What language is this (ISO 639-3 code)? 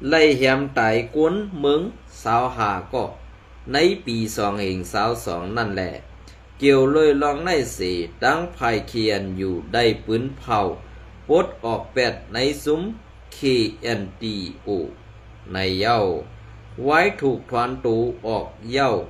shn